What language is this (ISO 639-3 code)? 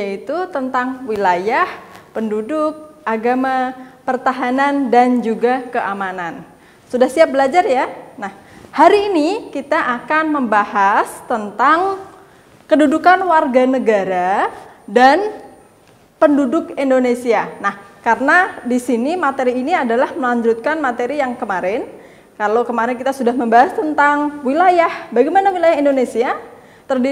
ind